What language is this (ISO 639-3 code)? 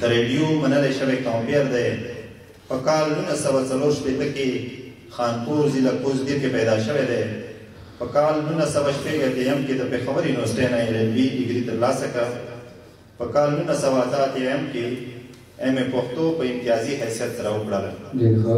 pus